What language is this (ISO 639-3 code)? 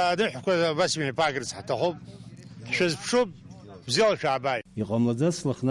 abk